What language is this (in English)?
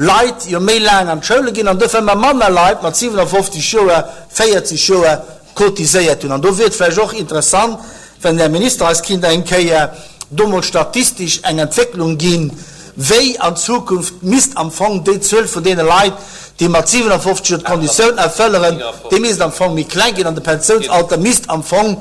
Luxembourgish